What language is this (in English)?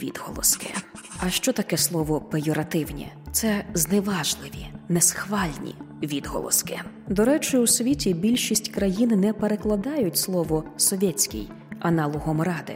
Ukrainian